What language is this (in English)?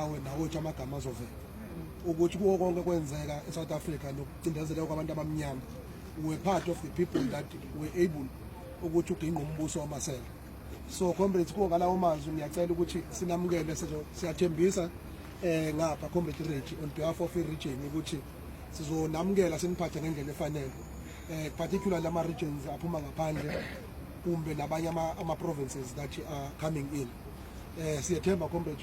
Zulu